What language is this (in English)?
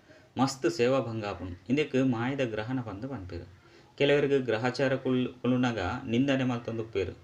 Tulu